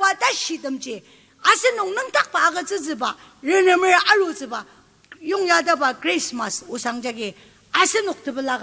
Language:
Ao Naga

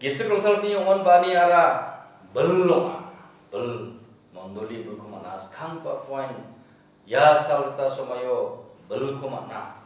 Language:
Garo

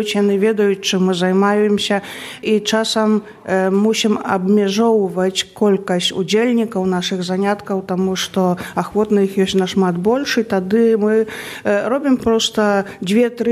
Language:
Belarusian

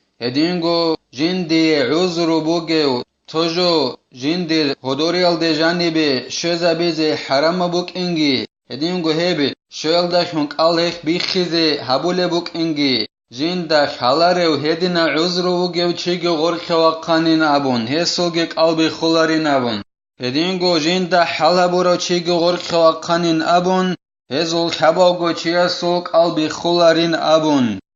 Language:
Avaric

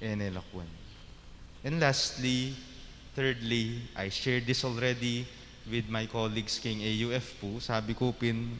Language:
Pampanga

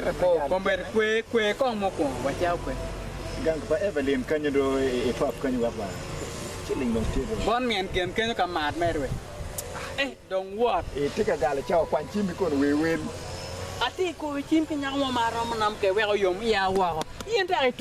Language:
Acoli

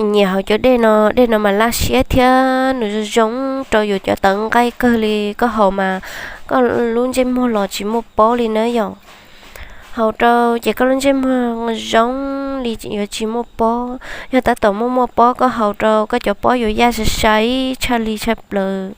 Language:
Hmong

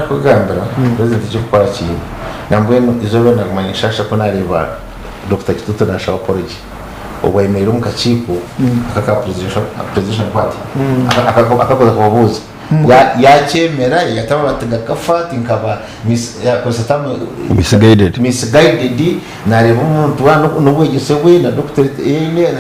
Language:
Nyankole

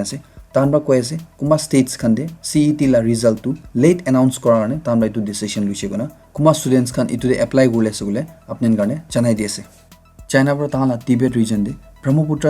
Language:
Naga Pidgin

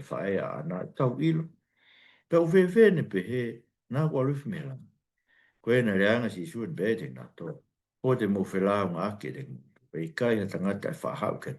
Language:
Tongan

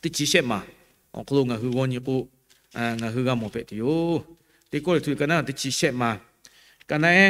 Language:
Lahu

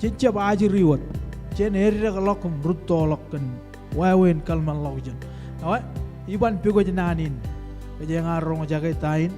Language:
Marshallese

